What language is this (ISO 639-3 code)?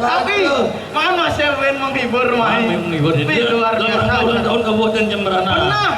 ban